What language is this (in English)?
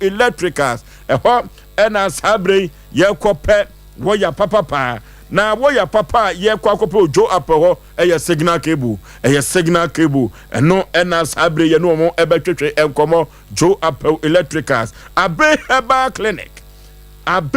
Akan